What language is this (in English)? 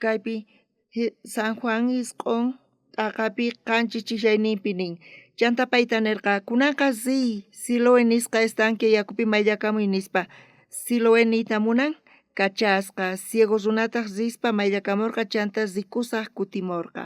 South Bolivian Quechua